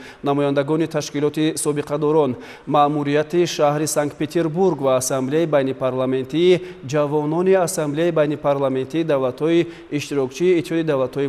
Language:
Tajik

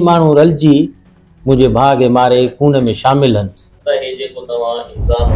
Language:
Sindhi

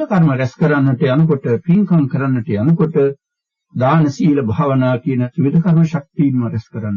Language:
Sinhala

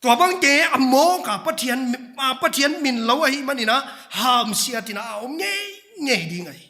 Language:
Paite Chin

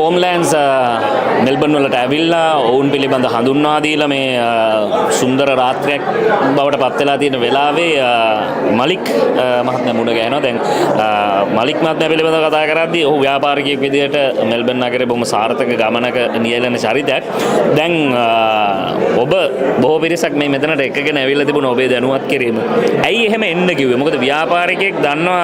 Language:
Sinhala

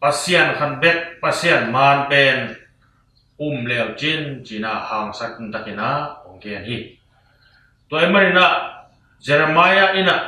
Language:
Tedim Chin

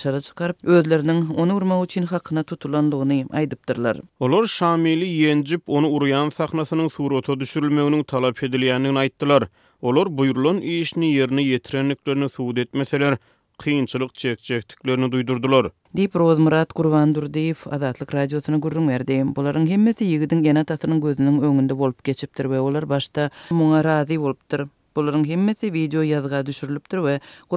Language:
Turkmen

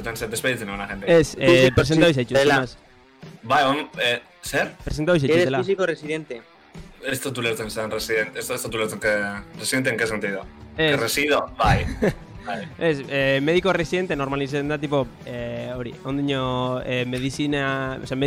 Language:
Basque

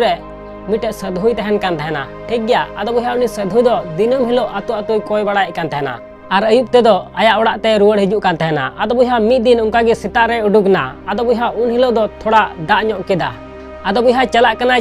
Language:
Santali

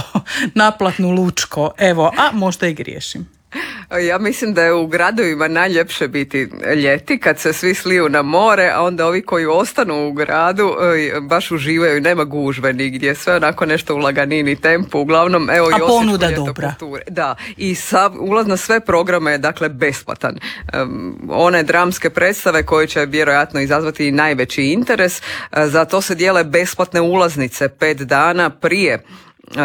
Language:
Croatian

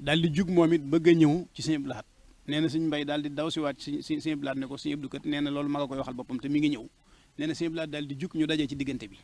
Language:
Wolof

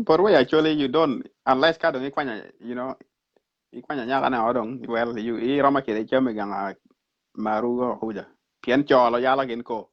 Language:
Acoli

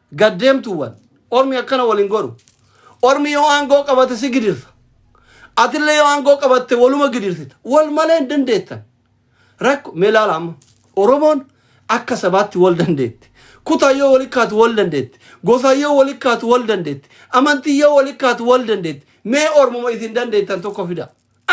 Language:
Oromo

